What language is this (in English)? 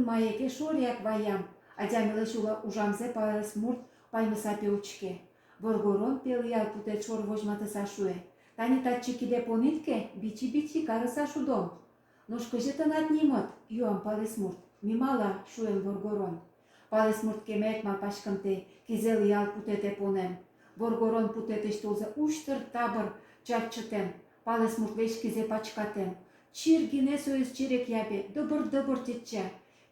Udmurt